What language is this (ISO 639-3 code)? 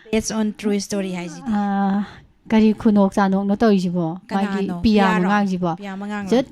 mni